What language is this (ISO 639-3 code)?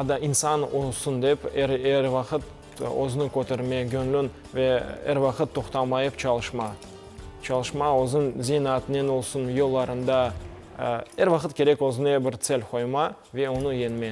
crh